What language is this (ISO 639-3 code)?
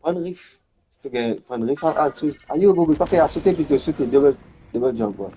mfe